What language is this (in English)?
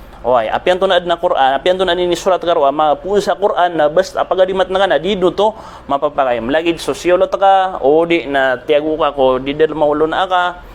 Maranao